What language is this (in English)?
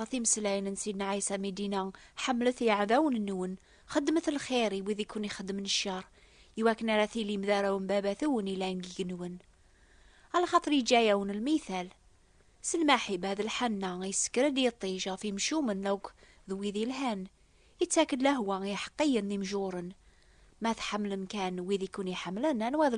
Kabyle